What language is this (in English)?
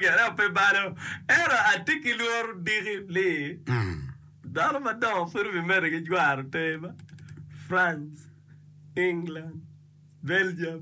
Acoli